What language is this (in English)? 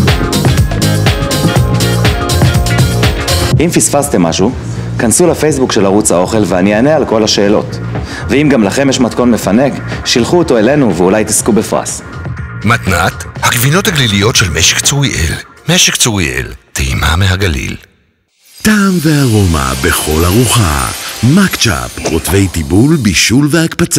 Hebrew